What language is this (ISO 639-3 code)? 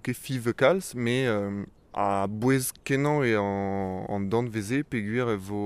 bre